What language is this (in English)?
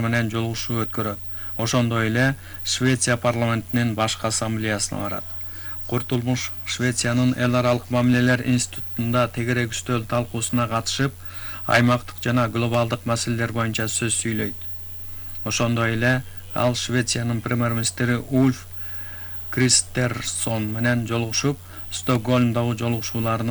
Kyrgyz